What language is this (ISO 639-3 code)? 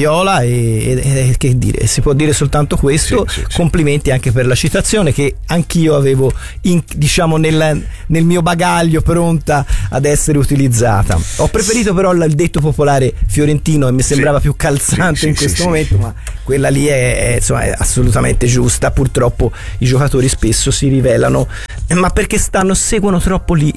ita